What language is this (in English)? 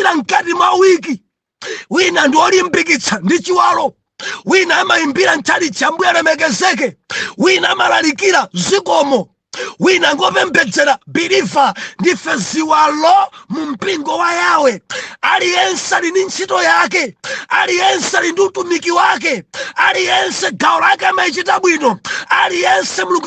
Nyanja